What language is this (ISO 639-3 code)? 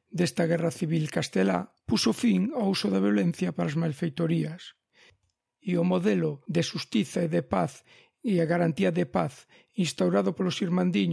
glg